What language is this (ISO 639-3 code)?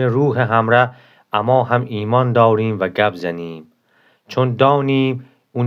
glk